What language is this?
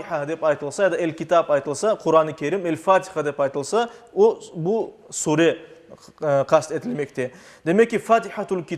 Crimean Tatar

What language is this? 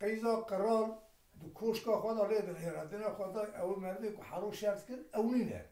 Kurdish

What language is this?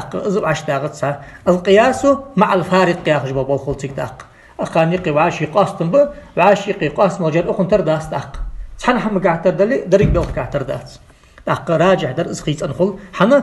Ingush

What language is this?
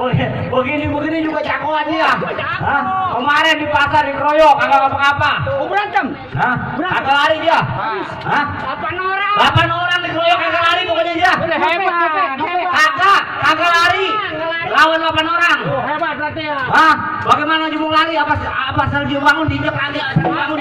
Betawi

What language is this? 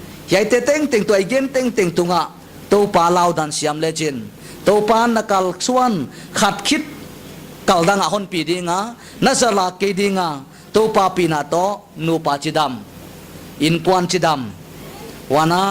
Paite Chin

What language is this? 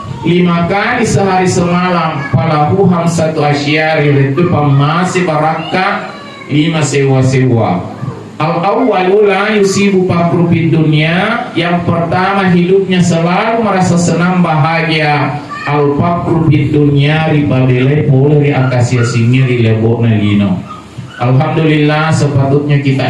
Buginese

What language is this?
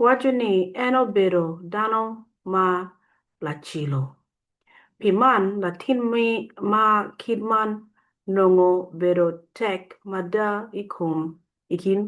Acoli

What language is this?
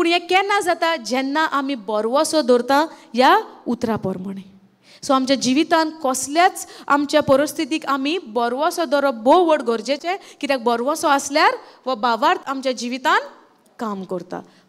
Konkani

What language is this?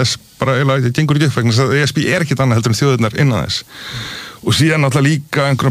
Icelandic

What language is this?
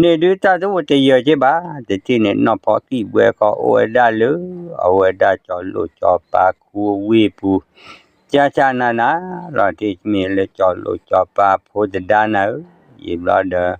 S'gaw Karen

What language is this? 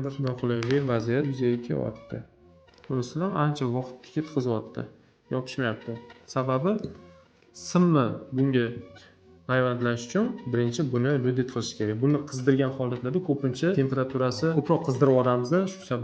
Uzbek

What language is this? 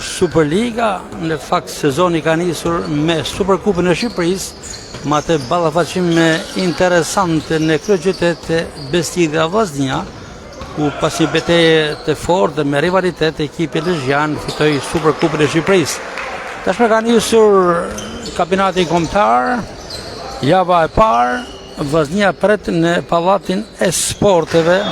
Albanian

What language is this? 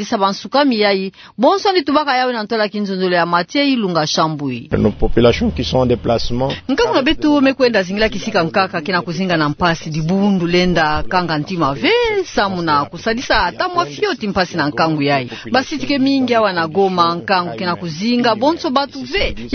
Kituba (Democratic Republic of Congo)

